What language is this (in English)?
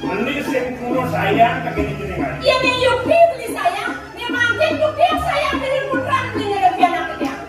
Balinese